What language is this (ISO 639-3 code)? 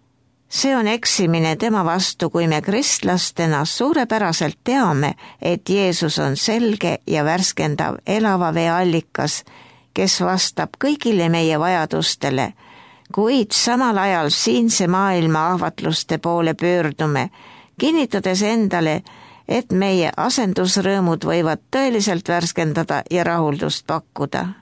est